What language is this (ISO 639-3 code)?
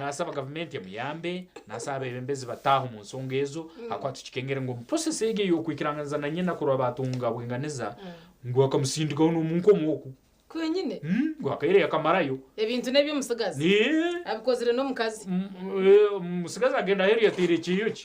nyn